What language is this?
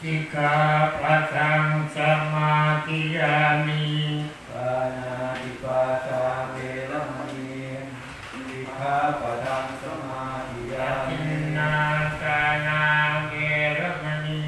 Pali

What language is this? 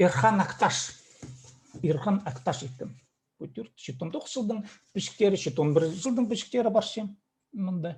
Khakas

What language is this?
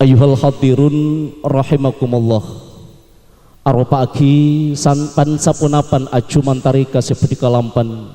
Madurese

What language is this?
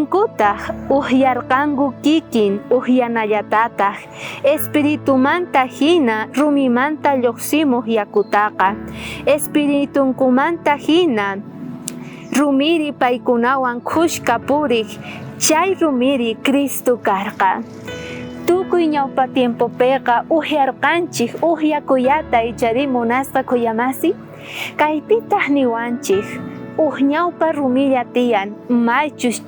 South Bolivian Quechua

